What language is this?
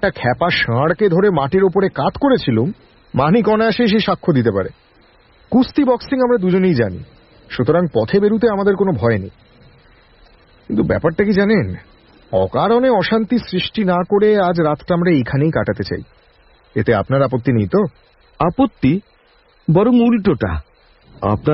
Bangla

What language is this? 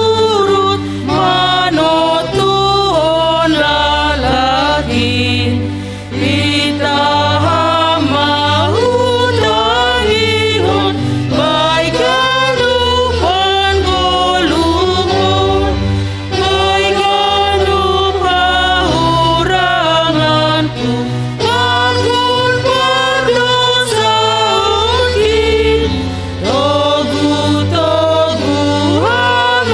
Batak Simalungun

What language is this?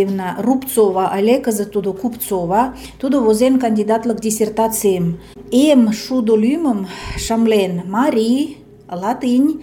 Mari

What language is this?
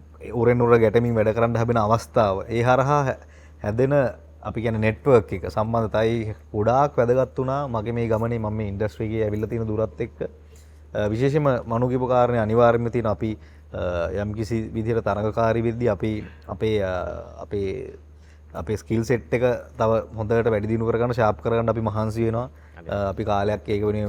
Sinhala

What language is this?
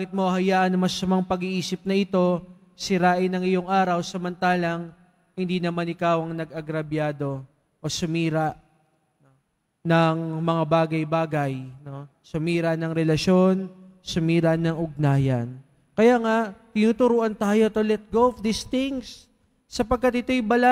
Filipino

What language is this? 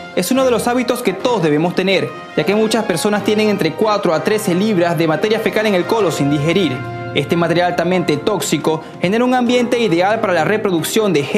Spanish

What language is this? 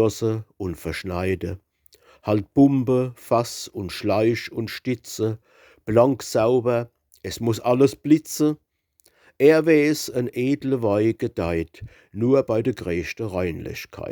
Palatine German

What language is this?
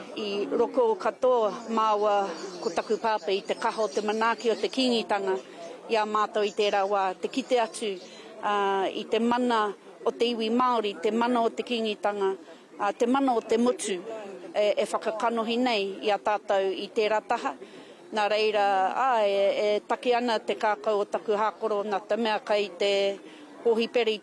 Māori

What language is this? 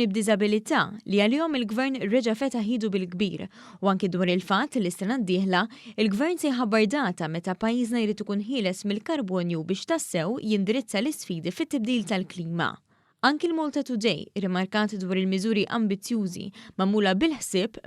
Maltese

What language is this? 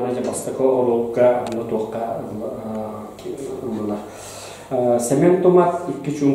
Yakut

